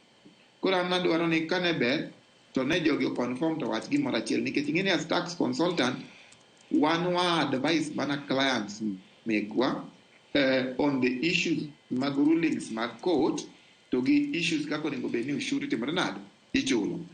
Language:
Luo (Kenya and Tanzania)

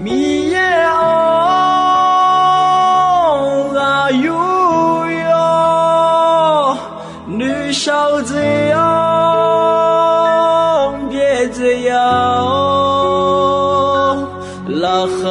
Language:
Akha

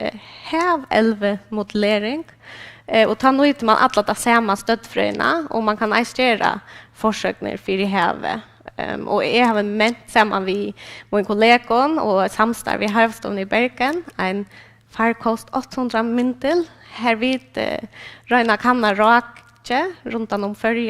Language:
Faroese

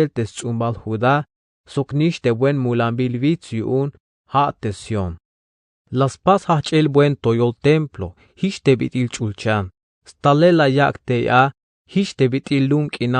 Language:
Tzeltal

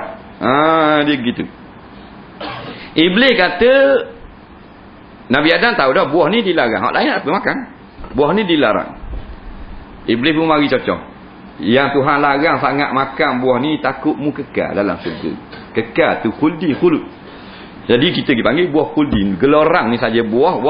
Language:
Malay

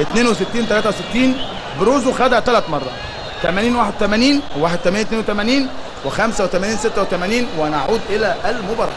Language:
Egyptian Arabic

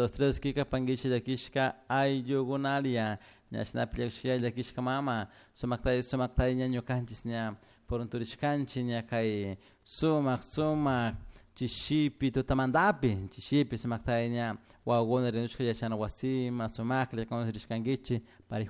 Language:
Chimborazo Highland Quichua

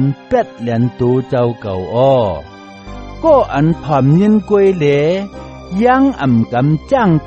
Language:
Shan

